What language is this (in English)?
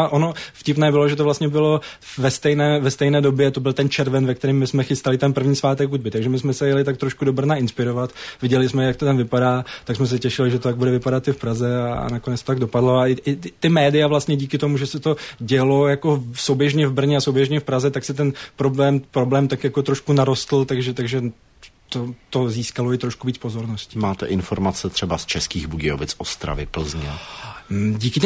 Czech